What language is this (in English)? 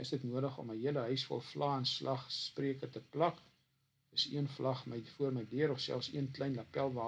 Afrikaans